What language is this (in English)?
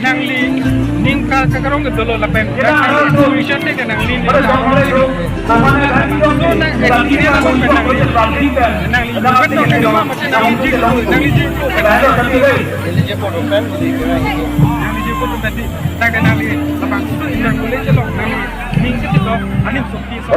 Karbi